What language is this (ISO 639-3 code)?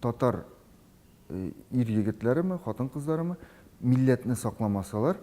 tat